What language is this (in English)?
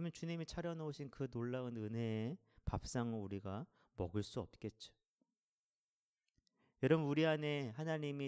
Korean